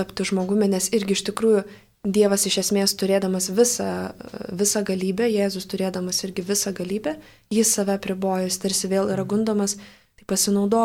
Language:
Lithuanian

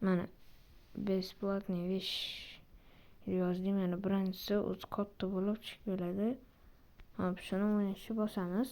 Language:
Uzbek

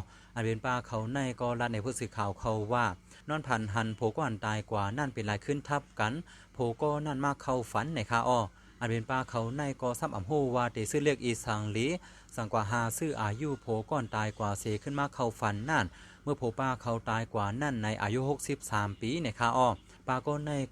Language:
Shan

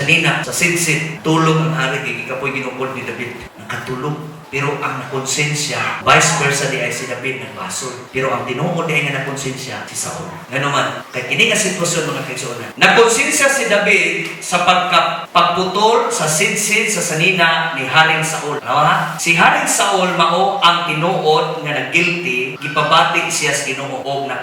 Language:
Cebuano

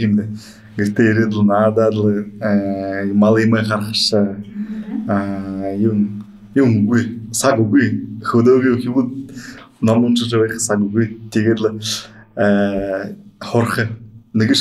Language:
Buriat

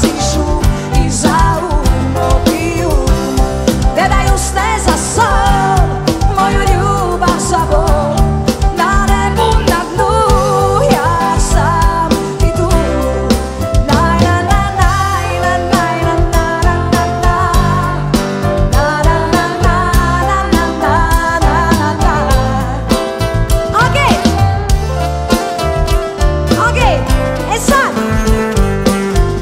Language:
Croatian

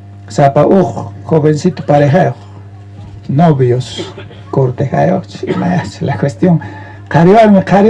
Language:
South Bolivian Quechua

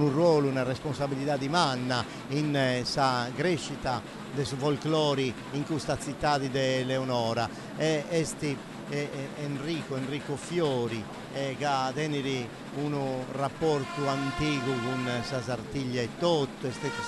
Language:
Sardinian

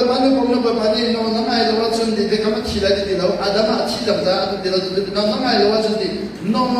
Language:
Hakha Chin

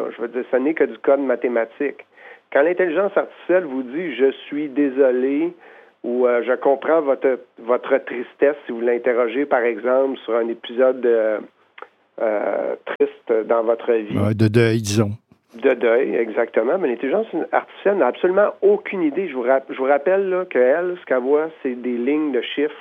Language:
French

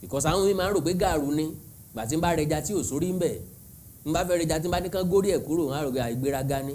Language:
Yoruba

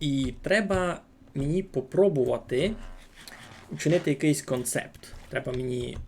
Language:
Rusyn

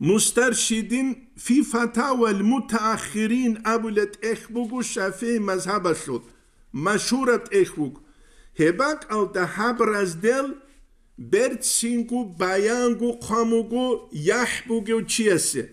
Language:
Avaric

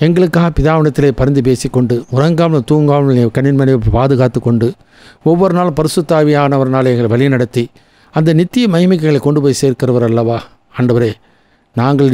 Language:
Tamil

